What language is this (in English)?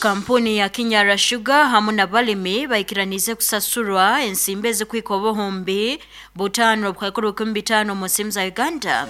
Nyoro